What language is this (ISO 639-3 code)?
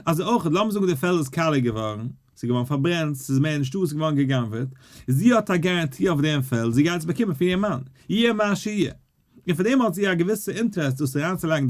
yid